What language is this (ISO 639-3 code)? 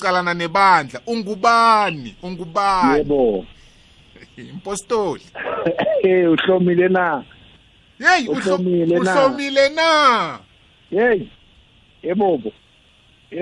nbl